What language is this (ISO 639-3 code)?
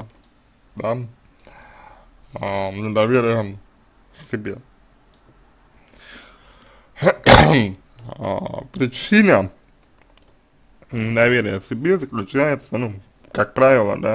rus